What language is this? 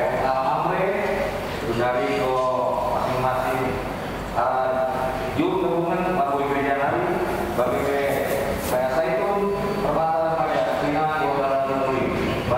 Batak Karo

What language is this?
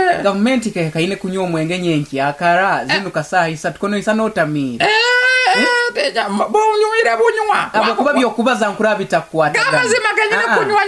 Nyoro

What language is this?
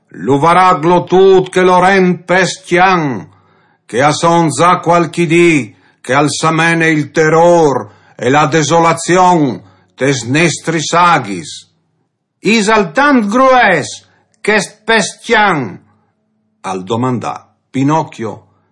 Friulian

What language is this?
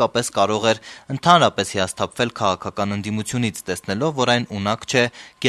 Armenian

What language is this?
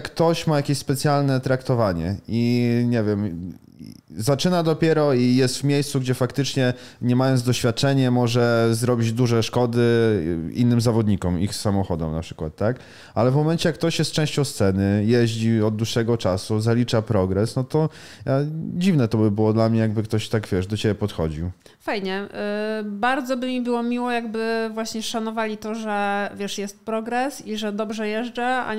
Polish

